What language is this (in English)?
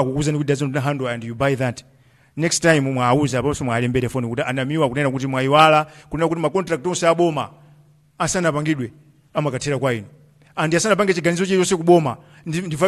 Nyanja